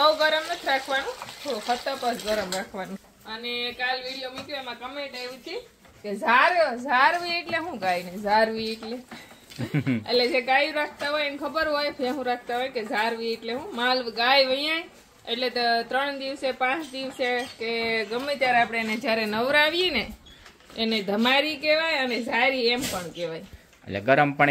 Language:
Gujarati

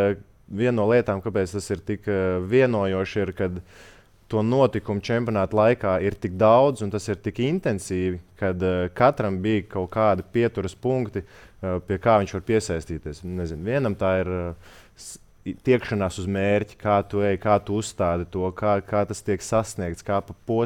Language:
Latvian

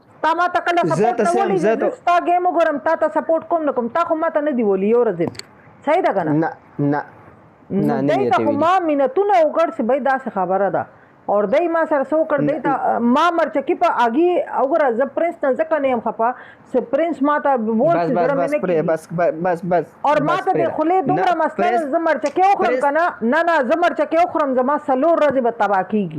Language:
Pashto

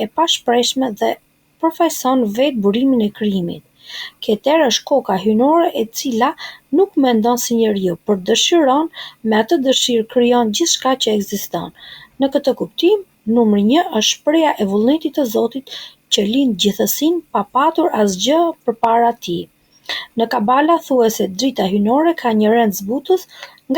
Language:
Albanian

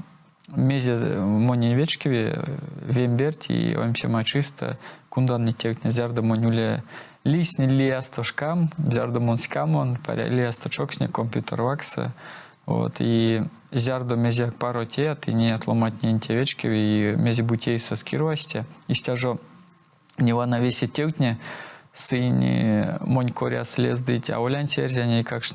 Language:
Erzya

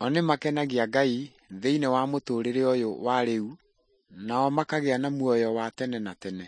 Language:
Kikuyu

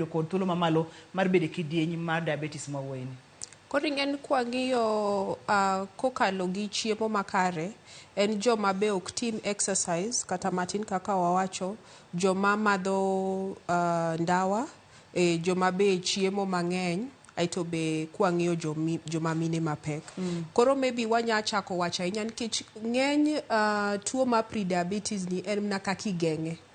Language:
Luo (Kenya and Tanzania)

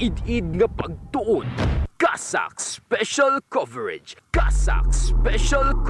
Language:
Hiligaynon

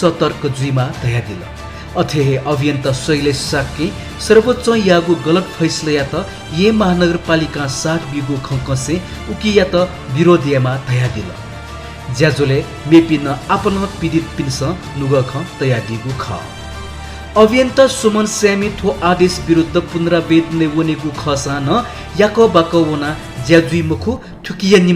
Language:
Newari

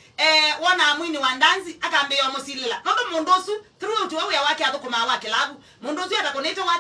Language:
Kamba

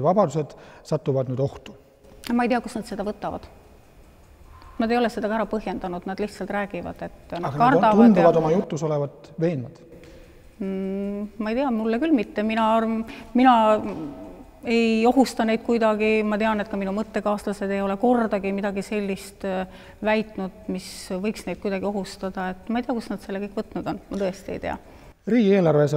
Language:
Estonian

